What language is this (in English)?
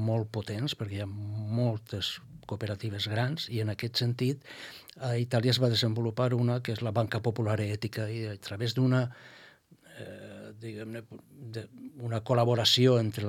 Catalan